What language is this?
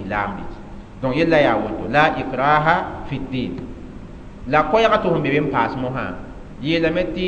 Mossi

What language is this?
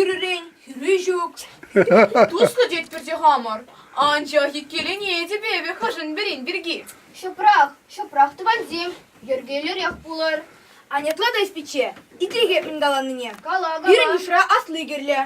Chuvash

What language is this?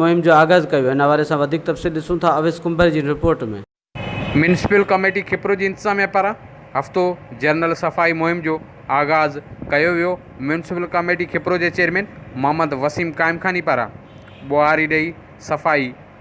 Sindhi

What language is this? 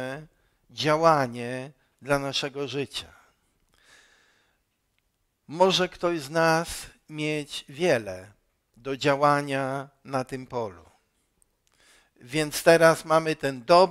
Polish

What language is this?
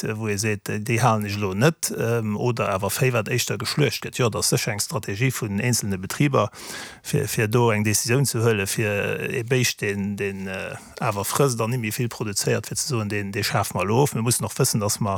Luxembourgish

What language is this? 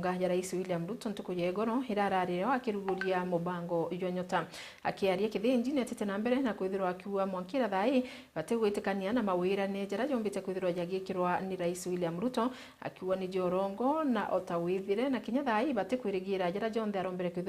Meru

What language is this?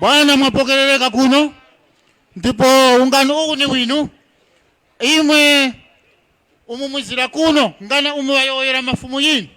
Tumbuka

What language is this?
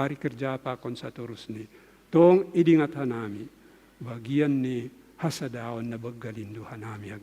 Batak Simalungun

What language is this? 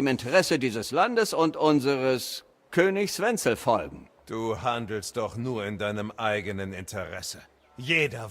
Bavarian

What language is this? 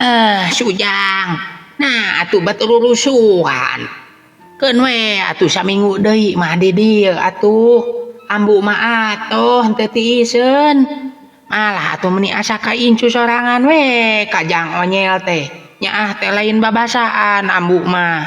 Sundanese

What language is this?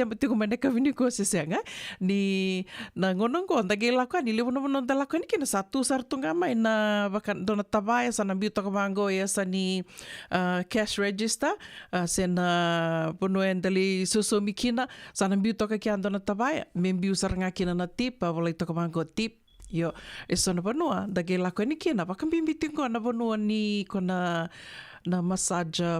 Fijian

